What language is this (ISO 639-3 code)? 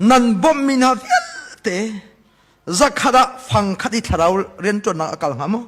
cnh